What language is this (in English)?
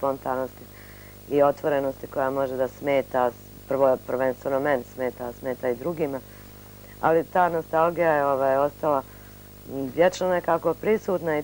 Bosnian